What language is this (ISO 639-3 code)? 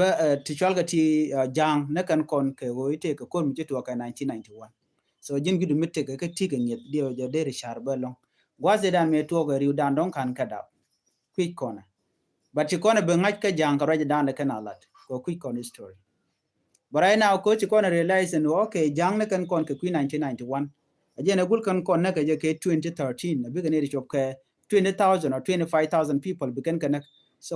nus